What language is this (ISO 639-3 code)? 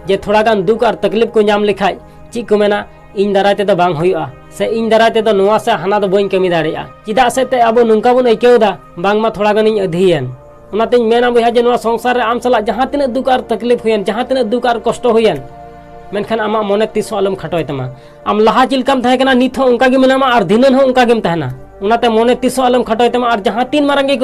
sat